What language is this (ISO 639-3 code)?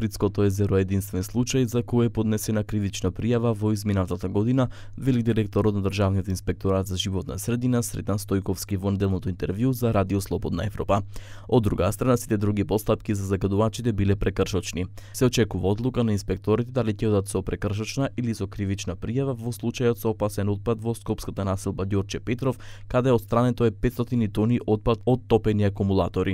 mkd